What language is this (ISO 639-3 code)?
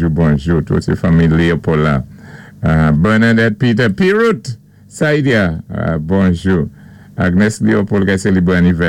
acf